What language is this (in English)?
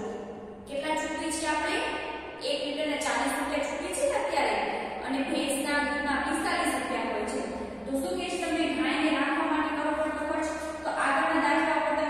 Gujarati